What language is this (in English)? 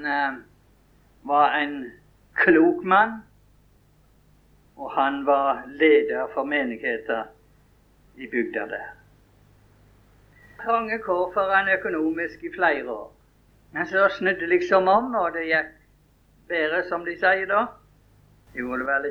Norwegian